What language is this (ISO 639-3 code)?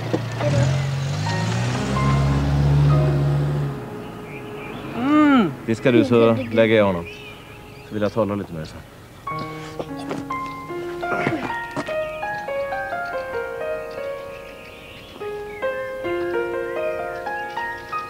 swe